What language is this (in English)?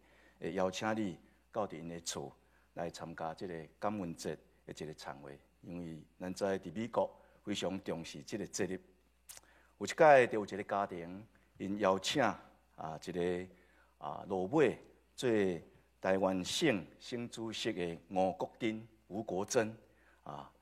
Min Nan Chinese